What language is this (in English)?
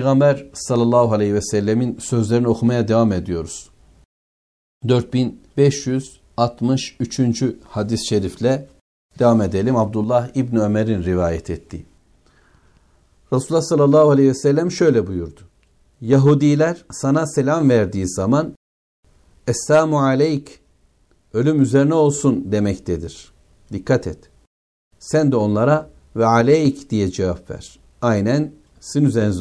Turkish